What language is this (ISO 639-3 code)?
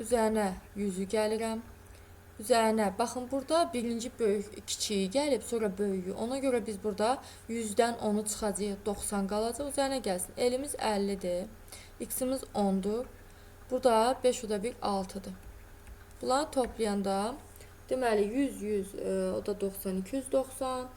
aze